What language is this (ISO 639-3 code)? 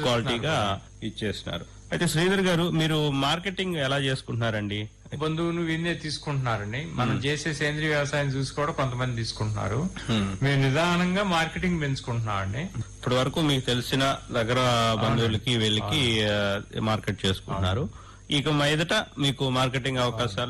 tel